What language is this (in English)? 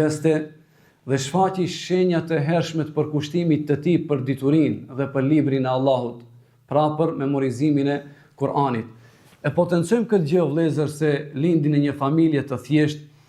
Albanian